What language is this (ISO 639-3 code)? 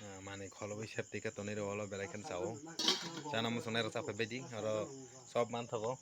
trp